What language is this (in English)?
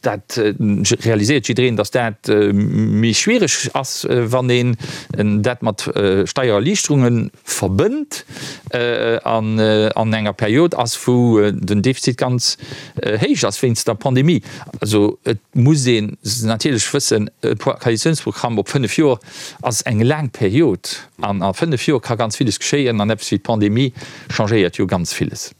Luxembourgish